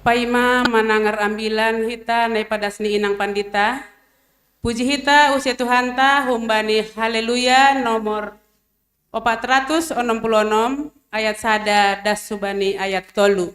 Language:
Batak Simalungun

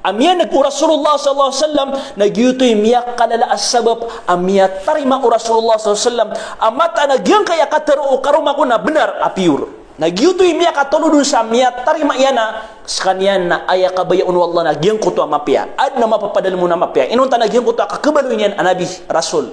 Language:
Maranao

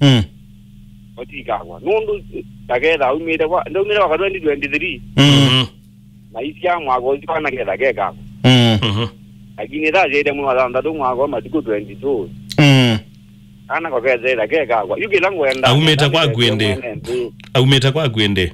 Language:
Kamba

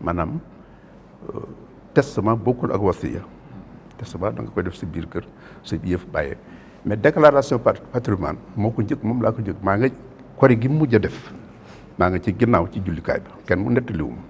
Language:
Wolof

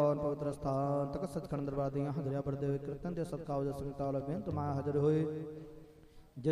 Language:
Punjabi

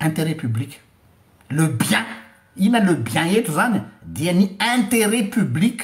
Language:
Malagasy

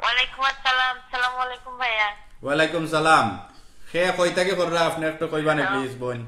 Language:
Sylheti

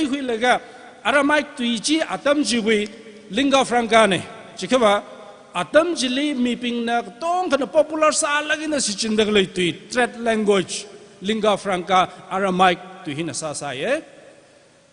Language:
Tangkhul Naga (India)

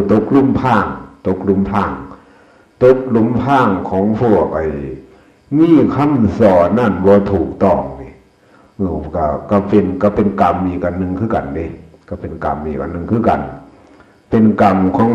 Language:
Northeastern Thai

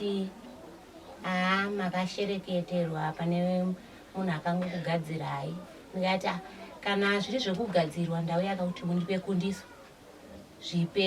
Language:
Shona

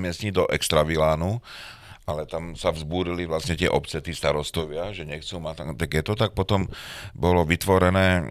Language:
Slovak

